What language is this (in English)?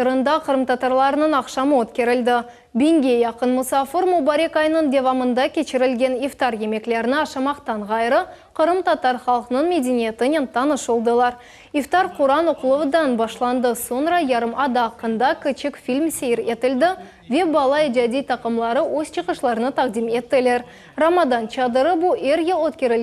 Crimean Tatar